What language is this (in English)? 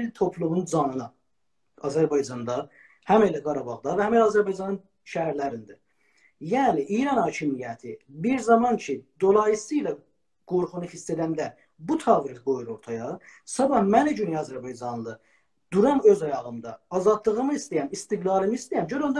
South Azerbaijani